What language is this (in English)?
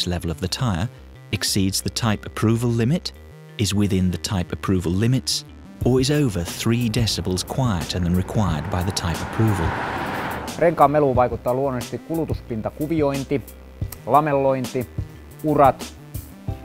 Finnish